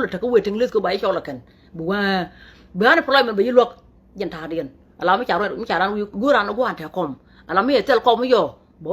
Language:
Nuer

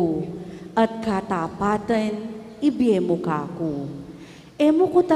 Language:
Pampanga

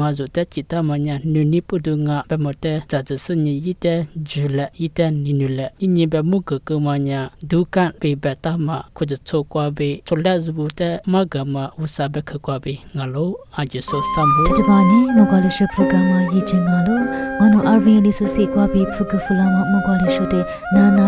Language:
Lisu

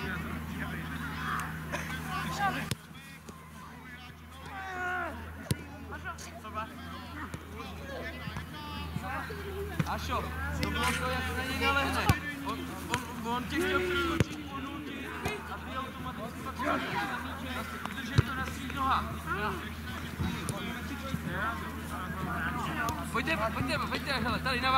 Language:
Czech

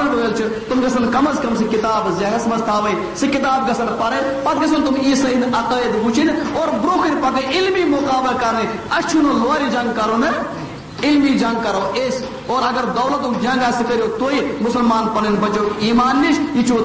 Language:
Kashmiri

